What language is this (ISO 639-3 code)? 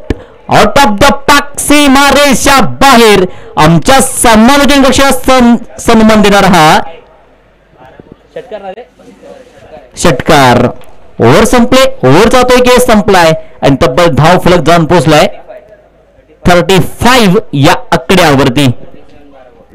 mar